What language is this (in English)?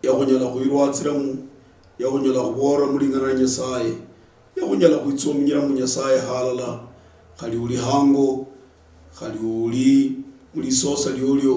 Luyia